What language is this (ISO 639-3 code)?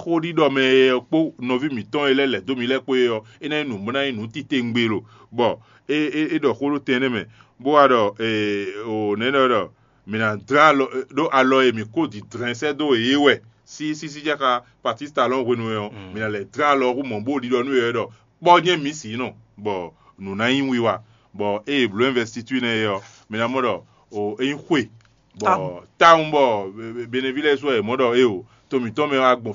fon